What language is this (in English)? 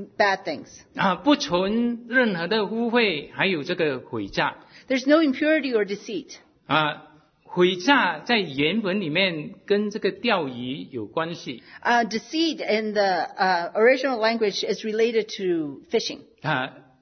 Chinese